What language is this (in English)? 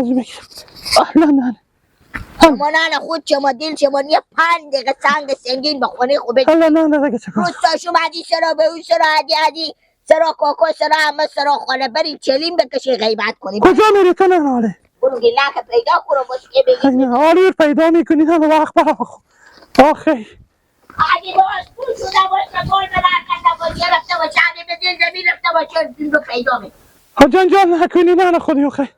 Persian